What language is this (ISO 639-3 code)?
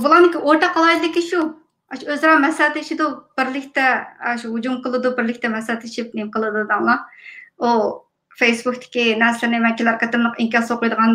uig